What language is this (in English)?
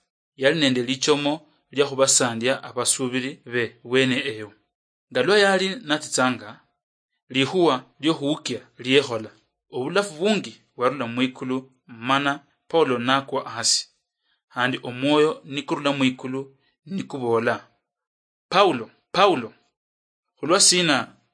Luyia